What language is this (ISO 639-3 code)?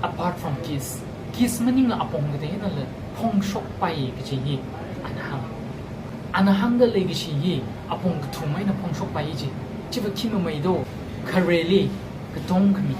nmf